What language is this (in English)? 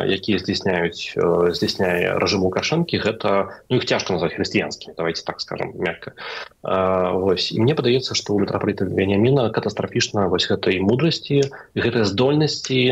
Belarusian